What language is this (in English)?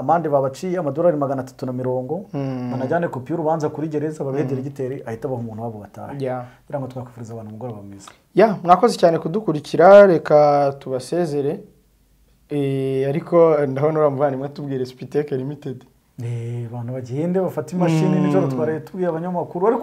Kinyarwanda